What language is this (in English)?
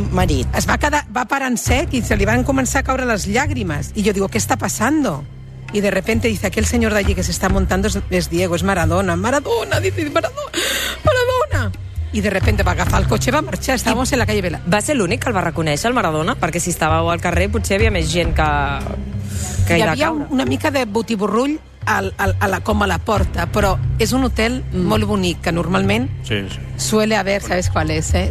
Catalan